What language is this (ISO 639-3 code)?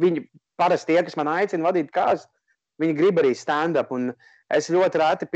lav